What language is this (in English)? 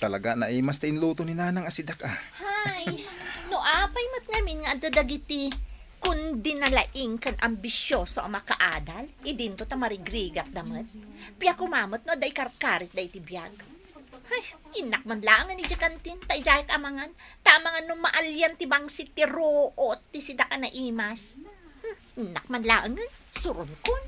Iloko